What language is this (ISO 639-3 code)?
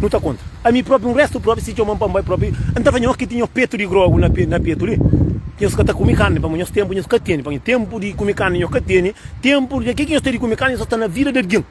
kea